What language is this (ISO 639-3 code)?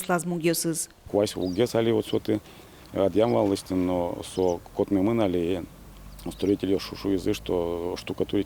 udm